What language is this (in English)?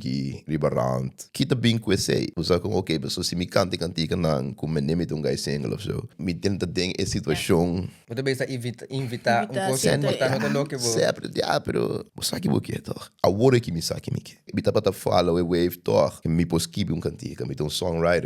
Papiamento